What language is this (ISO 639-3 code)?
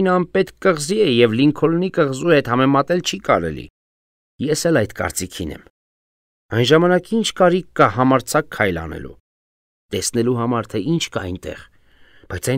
hye